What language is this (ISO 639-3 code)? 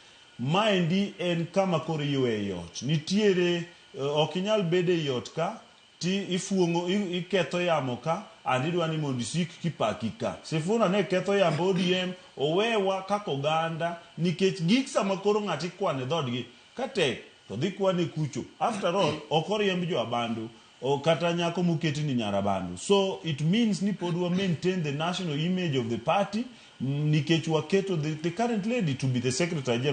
luo